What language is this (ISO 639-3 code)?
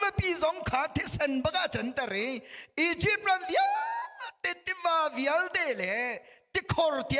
cnh